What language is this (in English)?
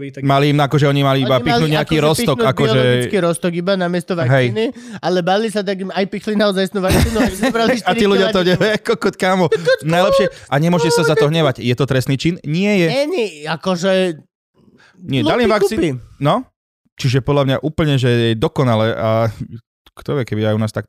Slovak